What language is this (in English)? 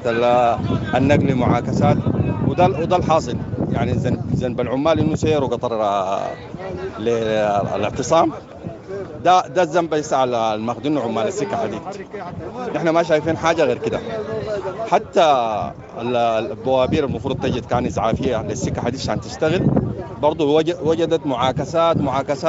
Sudanese Arabic